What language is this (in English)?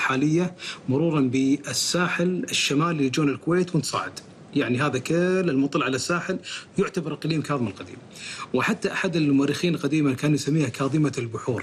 Gulf Arabic